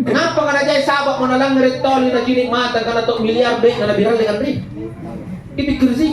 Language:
Makasar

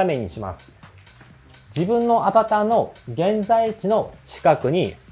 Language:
Japanese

